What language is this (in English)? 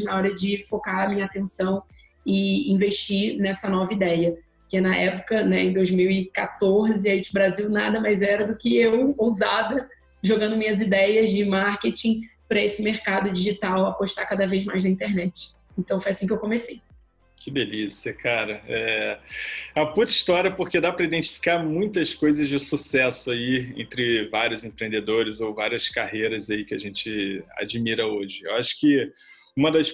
Portuguese